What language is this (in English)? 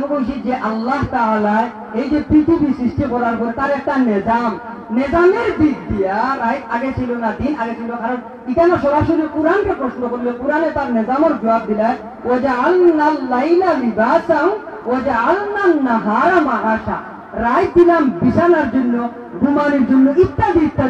Sylheti